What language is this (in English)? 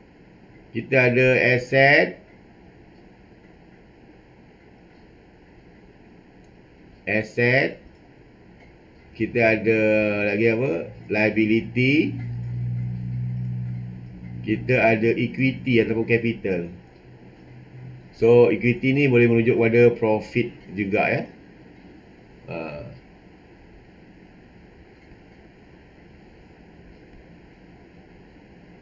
Malay